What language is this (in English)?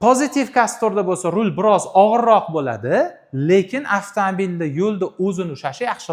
Uzbek